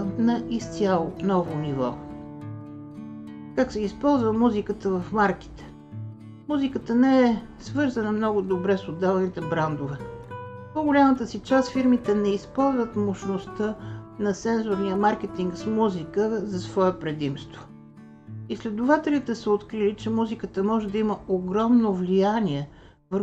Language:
Bulgarian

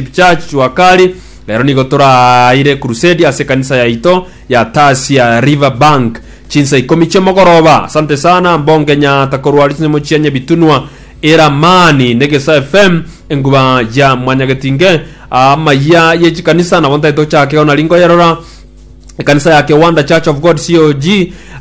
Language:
Gusii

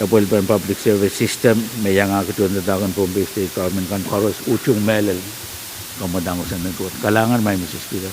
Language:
Pohnpeian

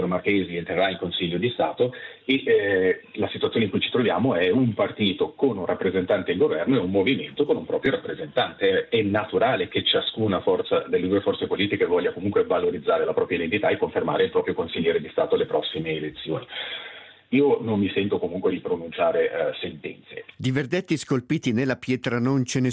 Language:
Italian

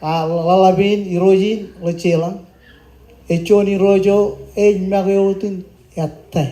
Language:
Marshallese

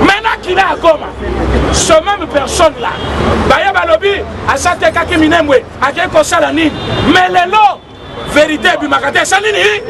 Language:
Lingala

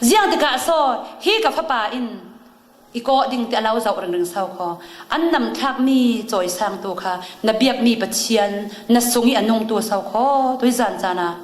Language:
Falam Chin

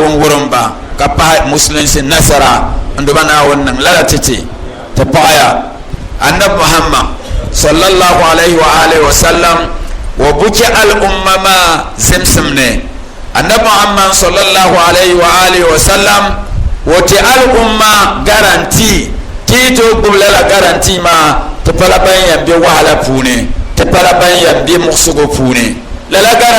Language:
Dagbani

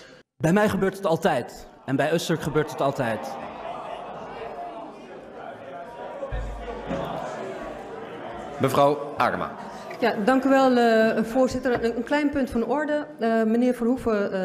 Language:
Dutch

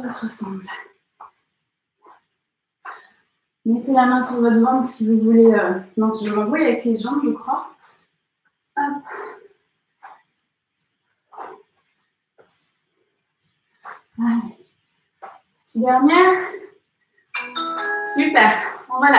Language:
French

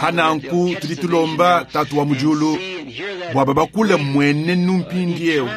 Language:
Luba-Lulua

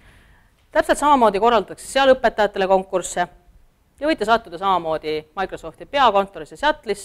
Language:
Estonian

